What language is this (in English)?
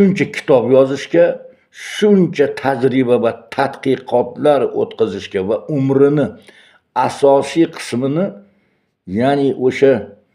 Uzbek